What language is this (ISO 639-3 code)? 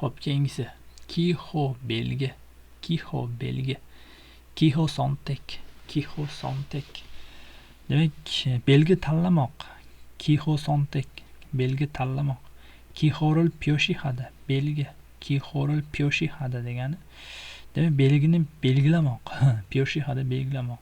uzb